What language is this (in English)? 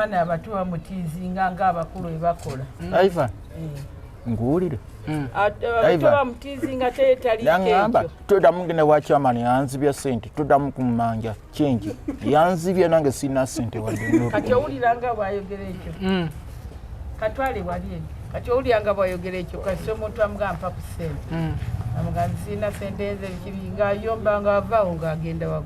Ganda